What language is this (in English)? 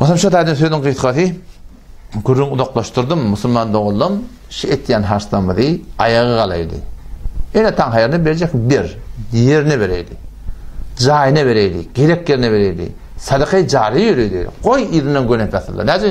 Turkmen